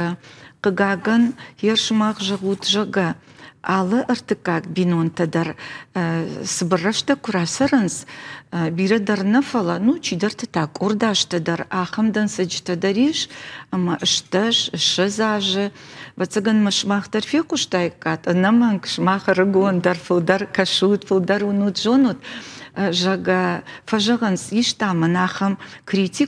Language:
Ossetic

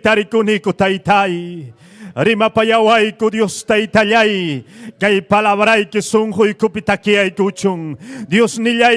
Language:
Ayacucho Quechua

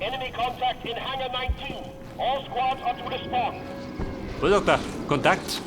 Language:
Bavarian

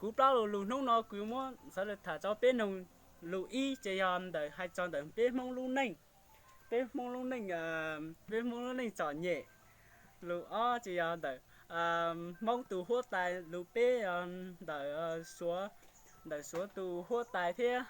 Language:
Hmong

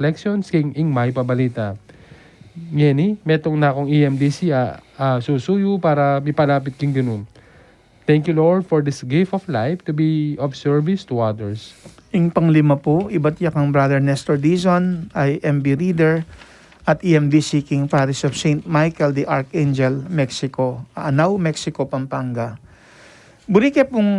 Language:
Pampanga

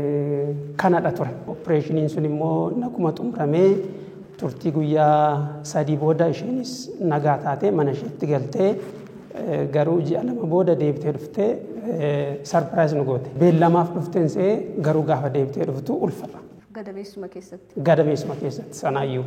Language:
Oromo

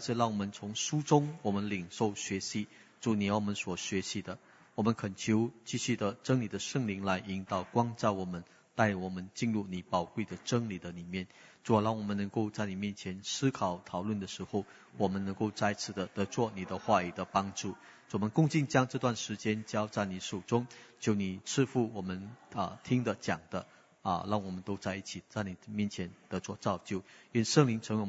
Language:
Chinese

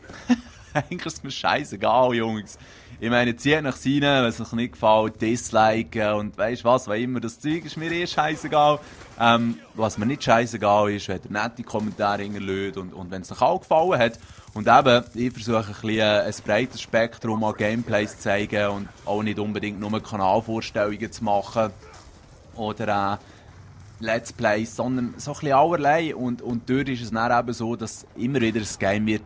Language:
Swiss German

